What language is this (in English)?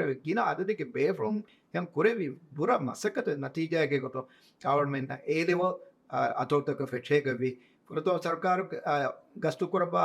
Divehi